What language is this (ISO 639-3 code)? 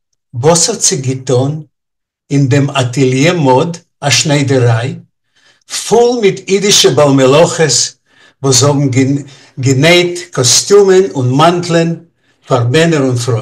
yid